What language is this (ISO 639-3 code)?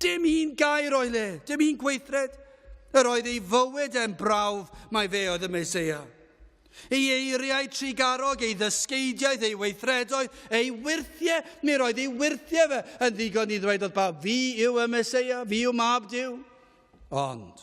cym